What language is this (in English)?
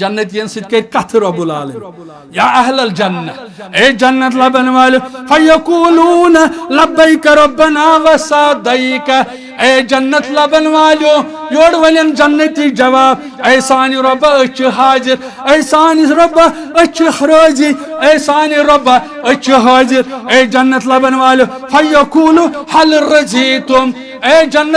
Kashmiri